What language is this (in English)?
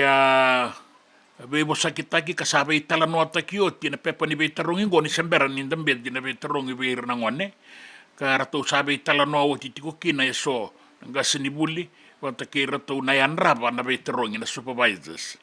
Fijian